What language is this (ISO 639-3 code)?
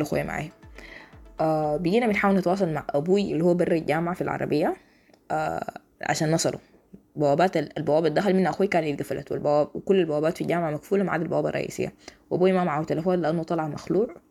apd